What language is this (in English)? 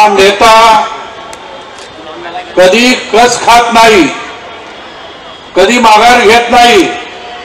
Marathi